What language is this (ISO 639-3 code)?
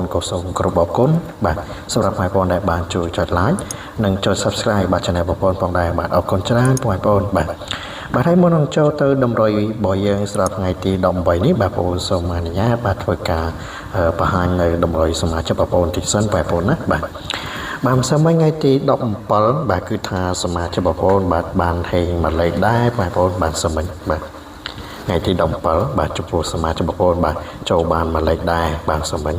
khm